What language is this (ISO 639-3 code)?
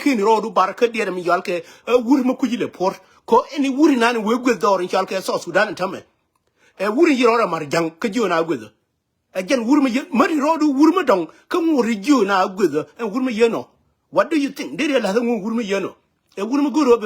nus